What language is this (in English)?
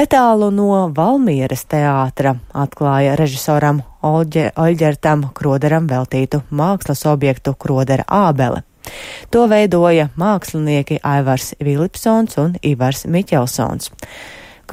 Latvian